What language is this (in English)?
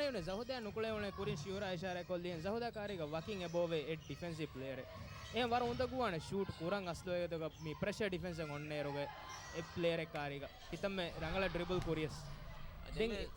Divehi